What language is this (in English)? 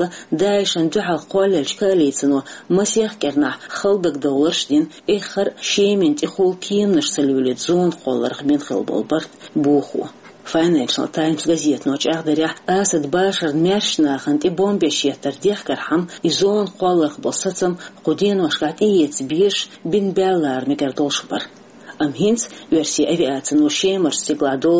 Chechen